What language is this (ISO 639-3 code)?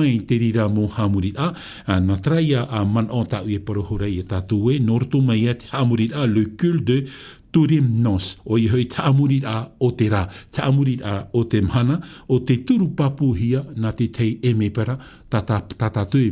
tah